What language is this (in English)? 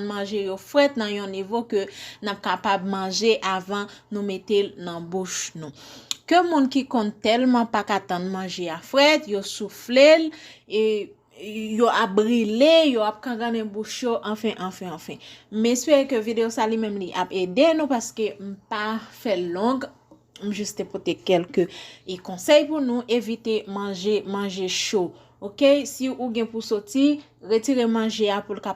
Haitian Creole